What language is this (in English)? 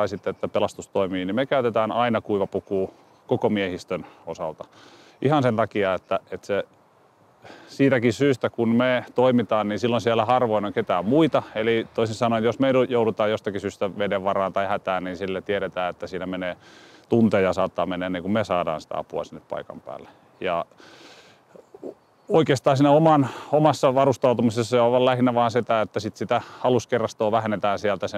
Finnish